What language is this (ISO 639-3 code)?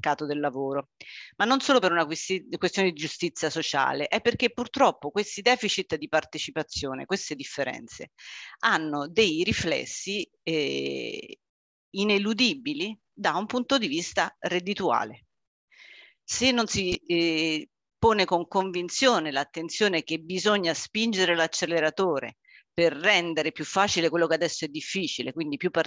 ita